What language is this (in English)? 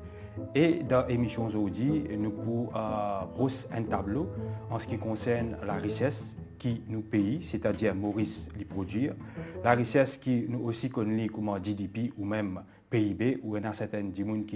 Morisyen